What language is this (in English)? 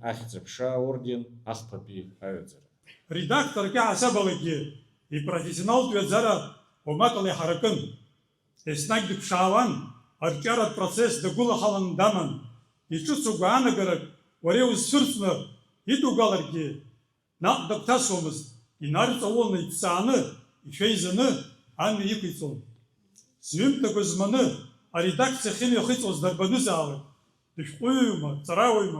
Abkhazian